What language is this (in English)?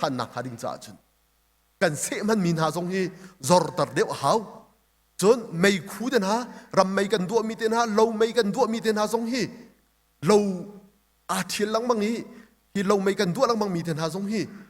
Hakha Chin